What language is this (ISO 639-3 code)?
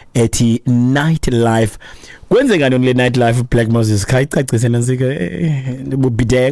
xho